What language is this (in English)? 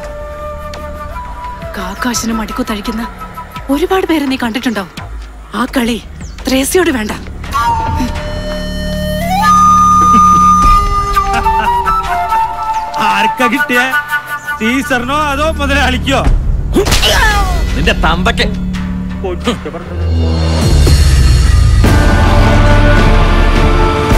Malayalam